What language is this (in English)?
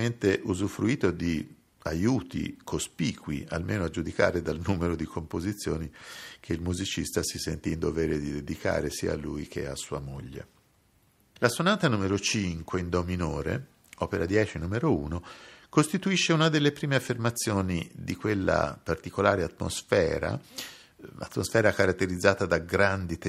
Italian